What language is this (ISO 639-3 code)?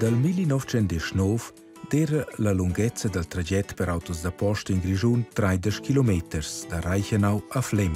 roh